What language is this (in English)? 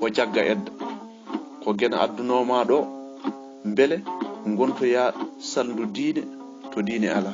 Fula